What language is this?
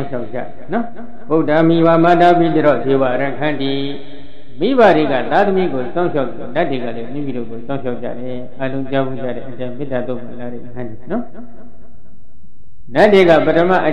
Burmese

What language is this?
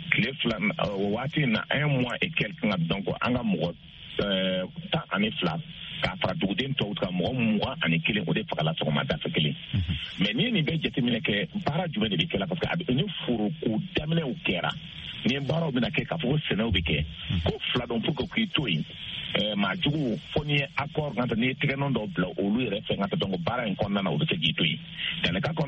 Bambara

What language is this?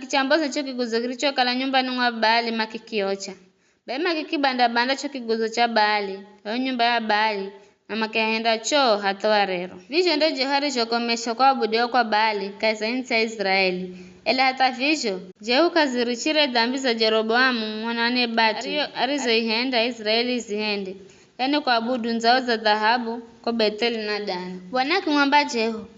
Giryama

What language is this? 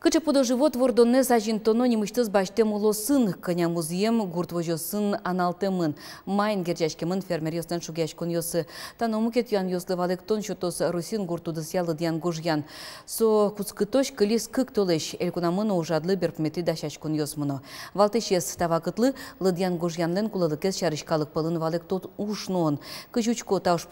Udmurt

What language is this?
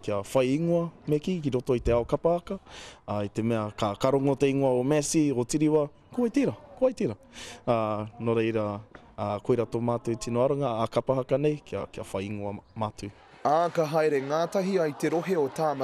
Māori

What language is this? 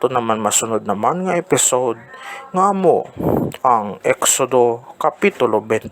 Hiligaynon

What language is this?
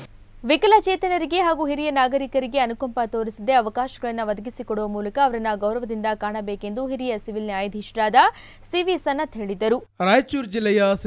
Kannada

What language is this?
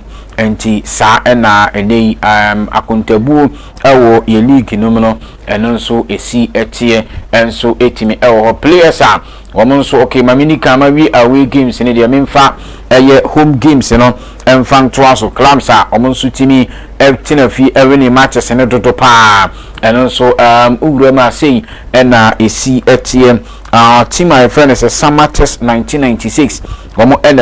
Akan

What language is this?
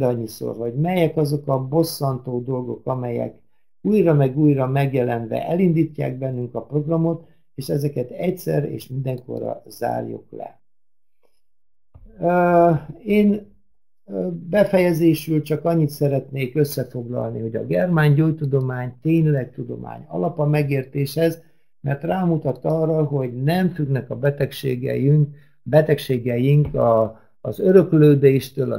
Hungarian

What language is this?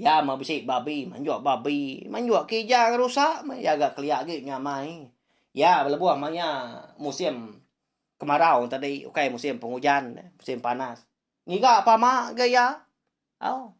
Iban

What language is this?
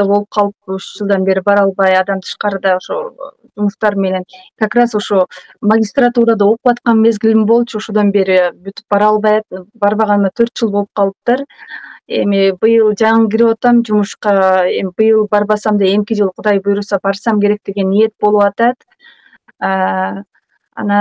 Kyrgyz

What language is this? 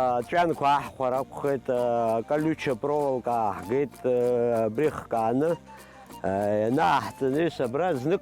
Abkhazian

